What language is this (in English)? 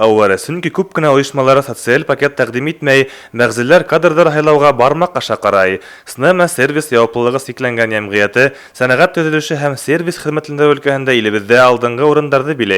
Bashkir